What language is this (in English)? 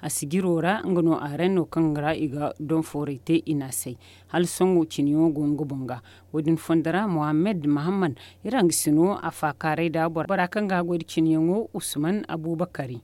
Zarma